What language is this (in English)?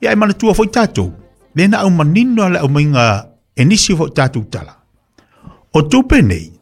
Samoan